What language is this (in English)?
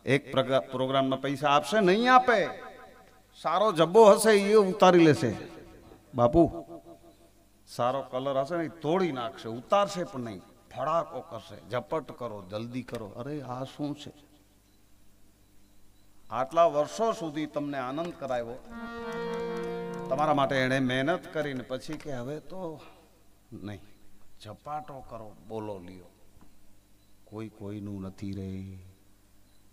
Gujarati